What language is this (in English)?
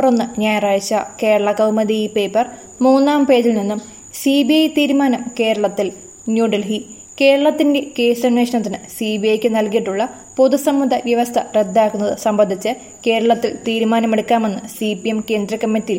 Malayalam